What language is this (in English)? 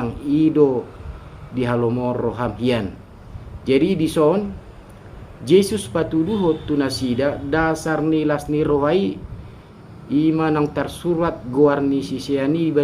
Batak Toba